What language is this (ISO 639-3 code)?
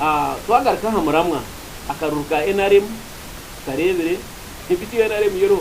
nyn